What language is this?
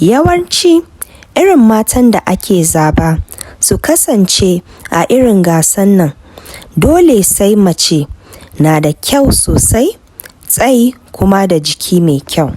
Hausa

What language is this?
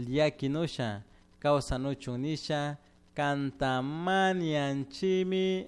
Chimborazo Highland Quichua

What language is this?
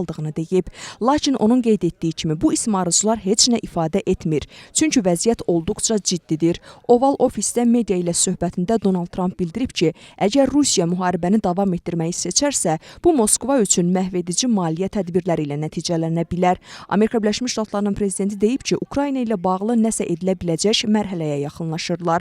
Azerbaijani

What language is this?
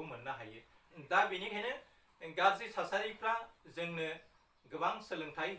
Bodo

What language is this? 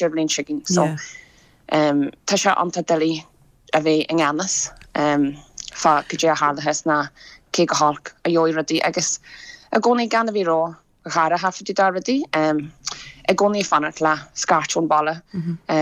Irish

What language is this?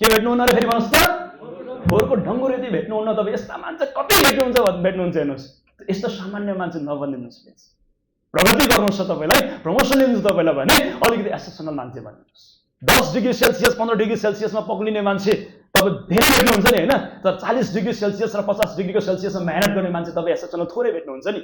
Nepali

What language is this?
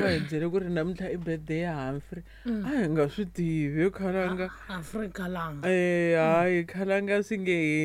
Tsonga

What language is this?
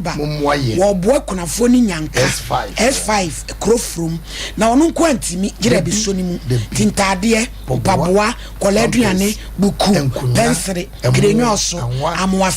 Akan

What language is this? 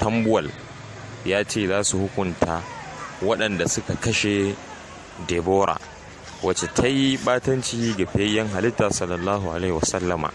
Hausa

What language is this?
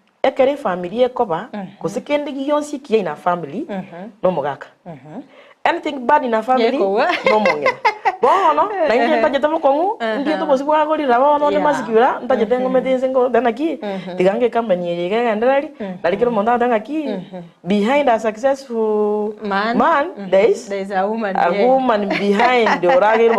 Gusii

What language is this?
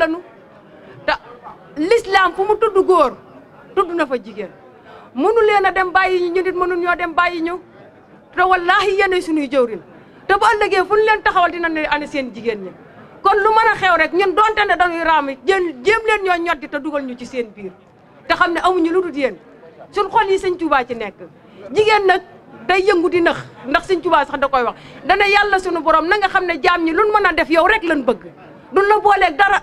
Wolof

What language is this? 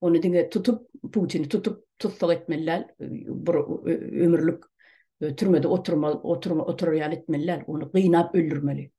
Turkmen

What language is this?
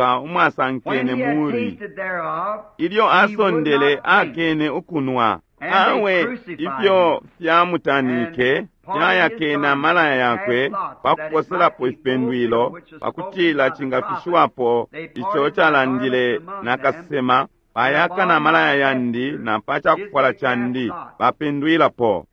Bemba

